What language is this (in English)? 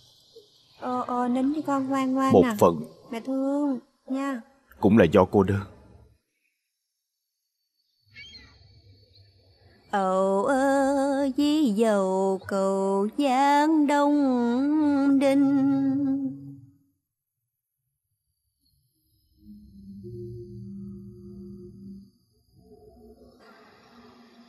Vietnamese